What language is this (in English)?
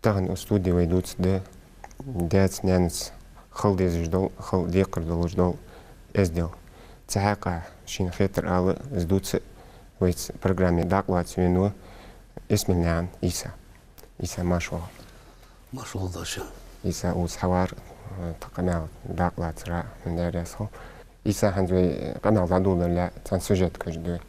Ingush